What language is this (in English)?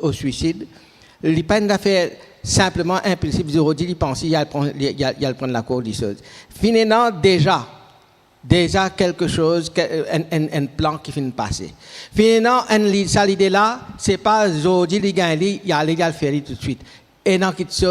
Morisyen